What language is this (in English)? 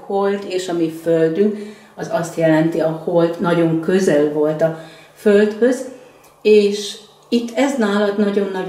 Hungarian